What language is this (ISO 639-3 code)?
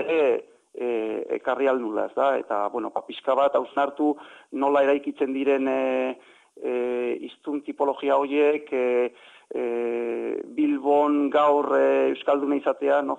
eus